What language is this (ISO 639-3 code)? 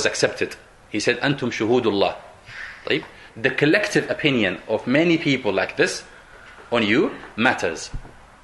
eng